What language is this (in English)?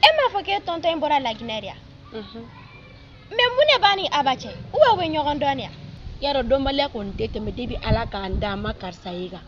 Bambara